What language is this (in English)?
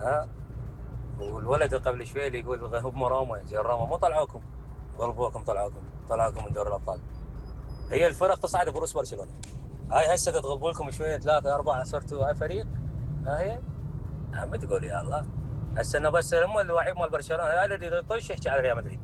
Mesopotamian Arabic